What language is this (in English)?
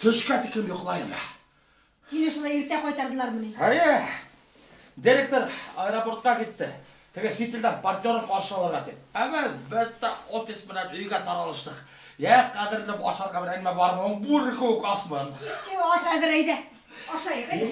Bashkir